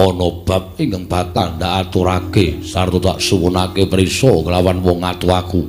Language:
Javanese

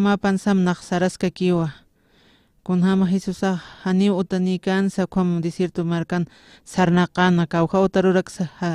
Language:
Aymara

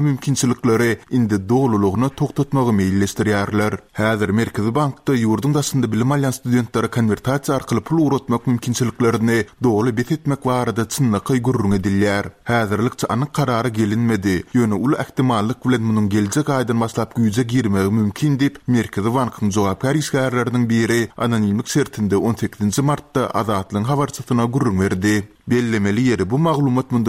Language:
Turkmen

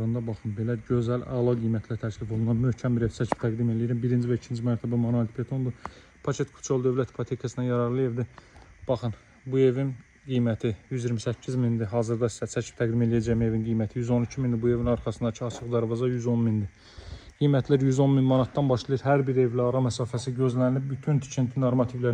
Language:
Azerbaijani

